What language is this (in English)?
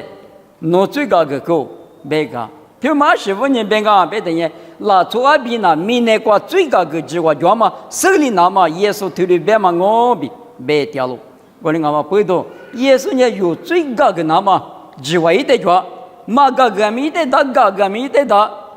Lisu